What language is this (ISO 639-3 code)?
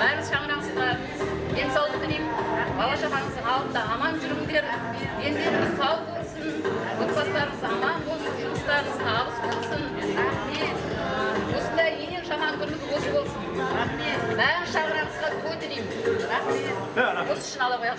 kaa